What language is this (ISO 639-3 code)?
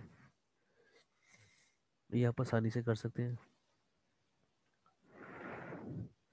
hin